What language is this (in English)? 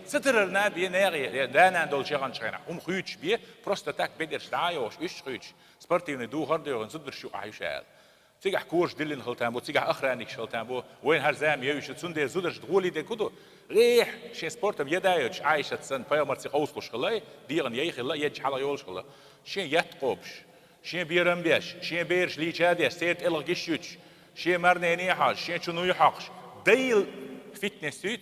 Chechen